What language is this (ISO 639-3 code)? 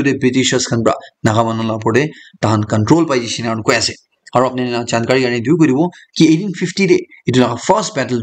nag